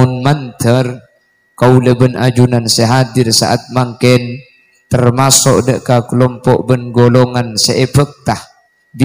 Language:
Madurese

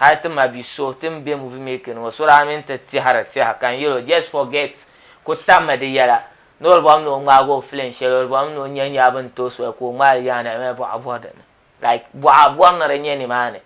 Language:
Dagbani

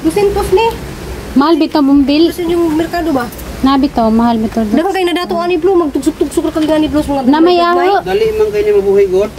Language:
Cebuano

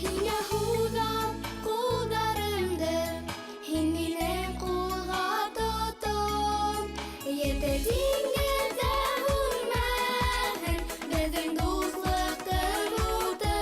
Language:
Bashkir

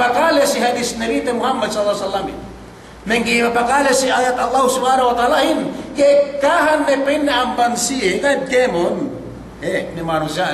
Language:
Yakan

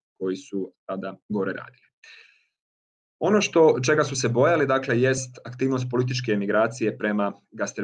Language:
Croatian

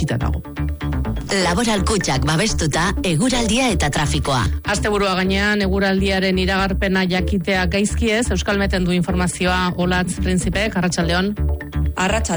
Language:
Basque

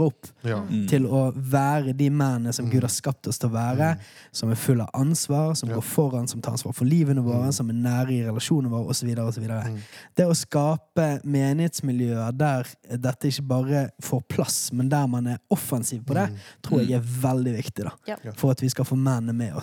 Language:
Norwegian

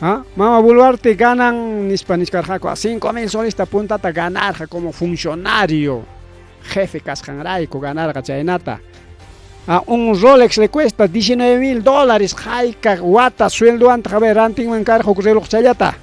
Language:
Ayacucho Quechua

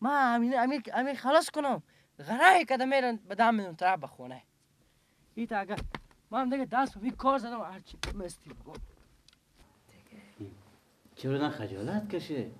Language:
Persian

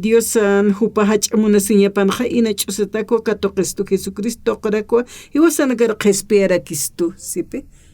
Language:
Aymara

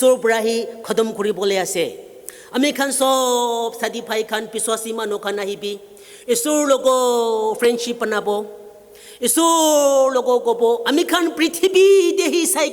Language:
Naga Pidgin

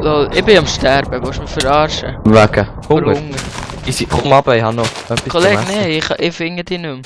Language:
Swiss German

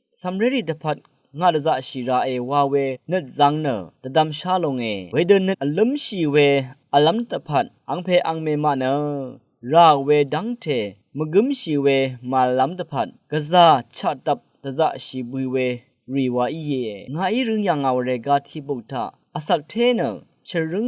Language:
Rawang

